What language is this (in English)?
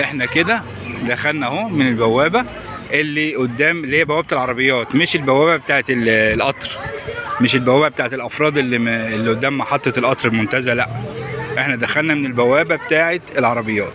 Egyptian Arabic